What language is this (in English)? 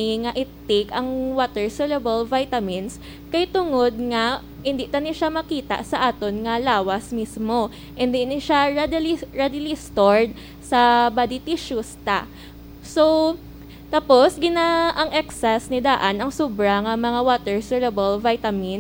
Hiligaynon